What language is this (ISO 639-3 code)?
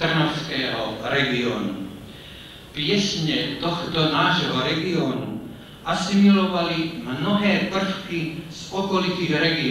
slk